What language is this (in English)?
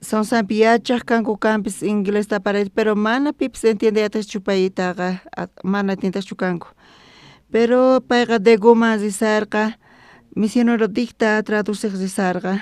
South Bolivian Quechua